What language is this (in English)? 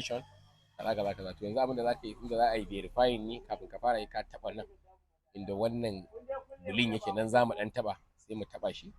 Hausa